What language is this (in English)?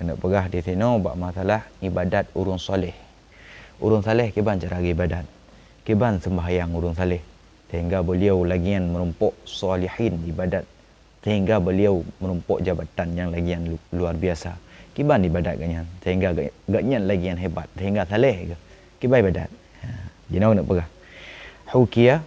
Achinese